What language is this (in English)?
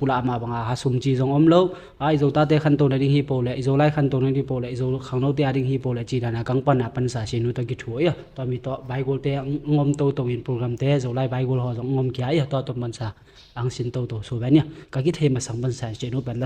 Tedim Chin